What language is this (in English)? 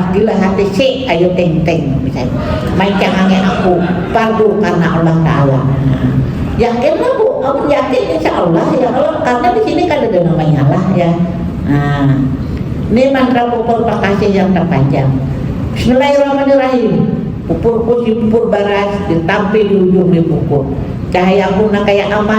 Banjar